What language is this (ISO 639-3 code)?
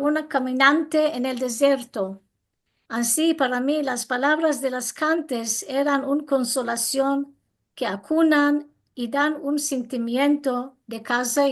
lad